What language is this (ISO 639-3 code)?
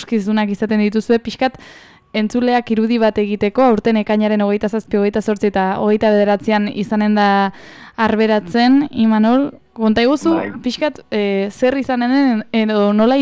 eus